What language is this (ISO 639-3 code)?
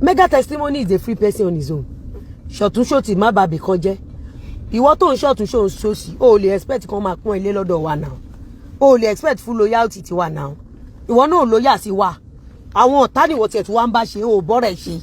yor